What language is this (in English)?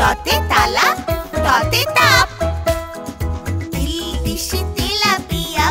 Bangla